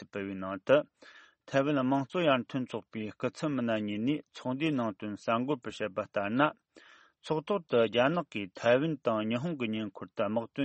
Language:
Tibetan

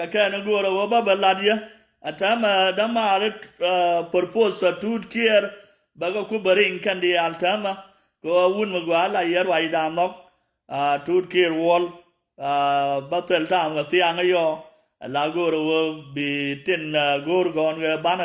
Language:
Nuer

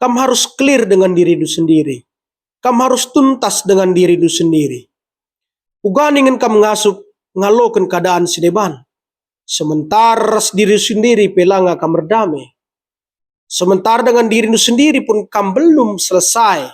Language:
Batak Karo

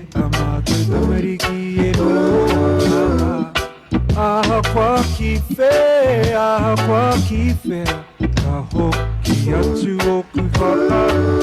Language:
Māori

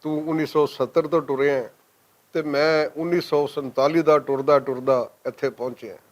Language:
Western Panjabi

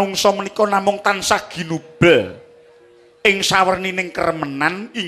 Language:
Javanese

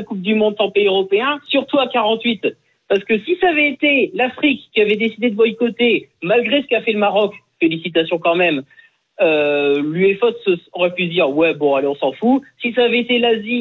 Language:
French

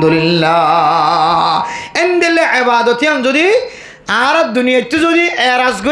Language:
Rohingya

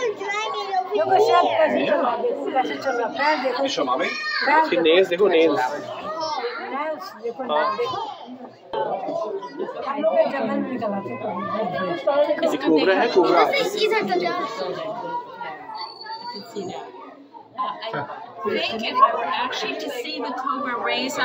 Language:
Hindi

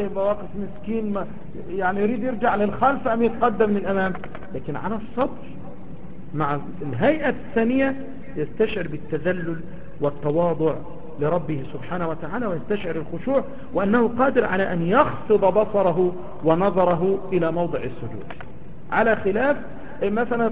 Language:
Arabic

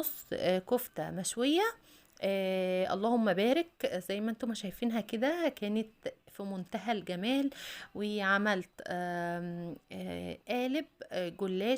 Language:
Egyptian Arabic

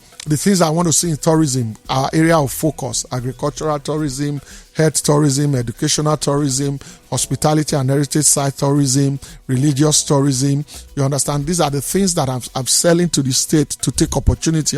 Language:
Nigerian Pidgin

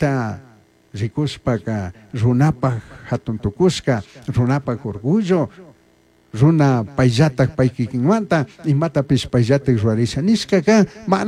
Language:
Chimborazo Highland Quichua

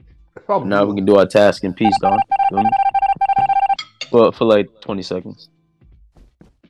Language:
English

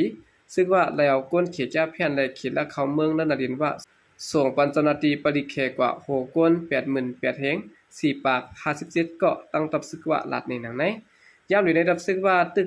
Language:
Shan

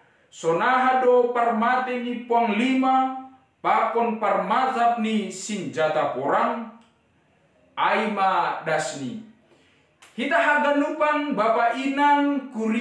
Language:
Batak Simalungun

